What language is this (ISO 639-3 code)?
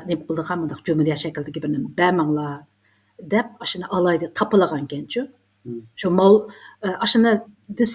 uig